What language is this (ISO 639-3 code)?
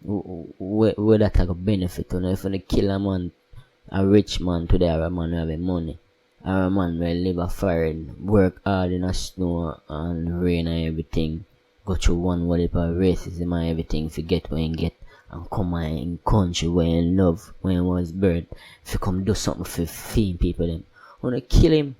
jam